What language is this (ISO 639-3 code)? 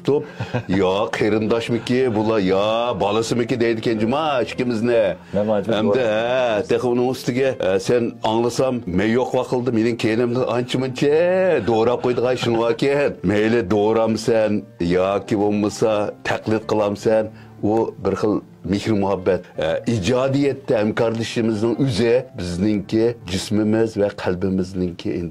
uig